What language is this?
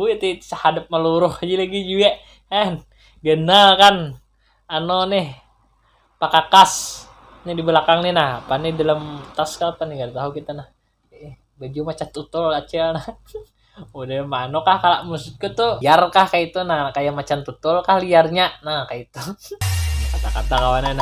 Banjar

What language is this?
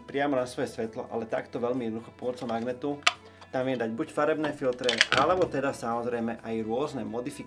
Slovak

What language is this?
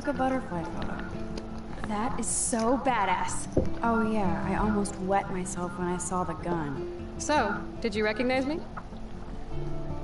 English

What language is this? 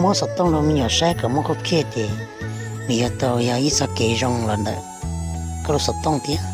Hmong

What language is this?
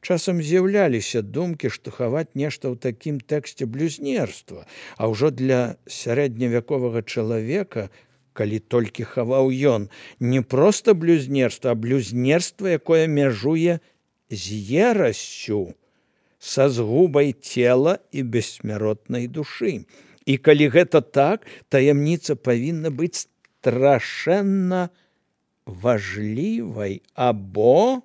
Belarusian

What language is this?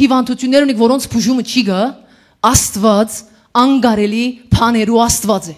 Western Armenian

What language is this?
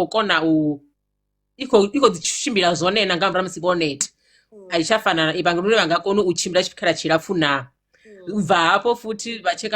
Venda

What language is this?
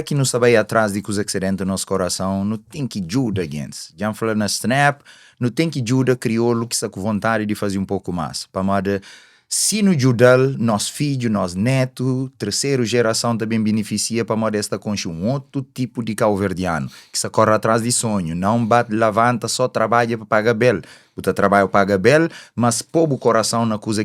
Kabuverdianu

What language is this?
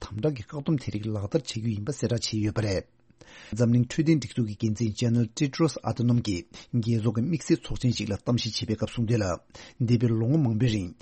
Tibetan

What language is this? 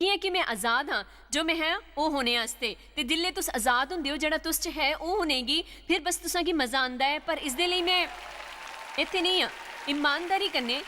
Dogri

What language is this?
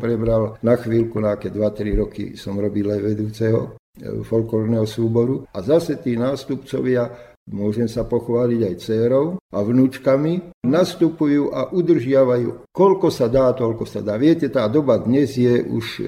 Slovak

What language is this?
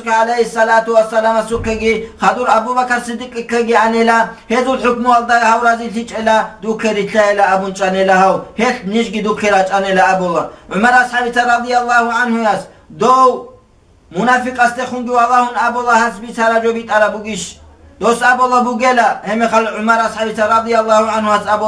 Avaric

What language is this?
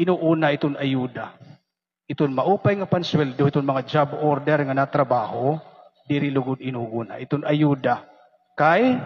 Waray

